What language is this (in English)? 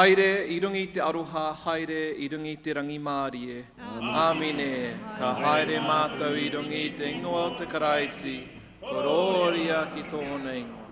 Māori